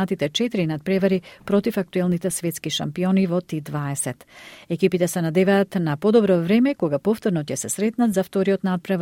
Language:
Macedonian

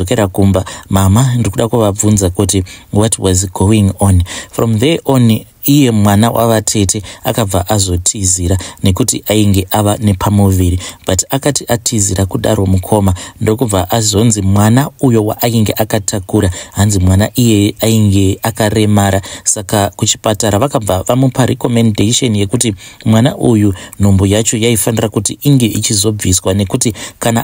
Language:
Shona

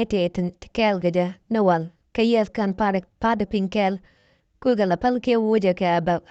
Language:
Nuer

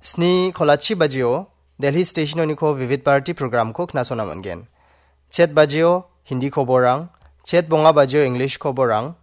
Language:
Garo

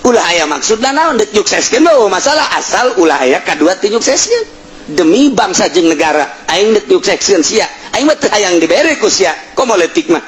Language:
Sundanese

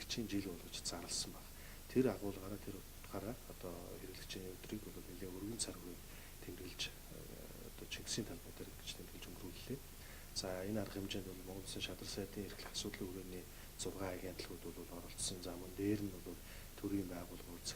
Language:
Mongolian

